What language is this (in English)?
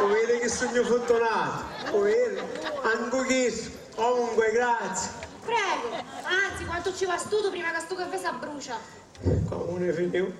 Sicilian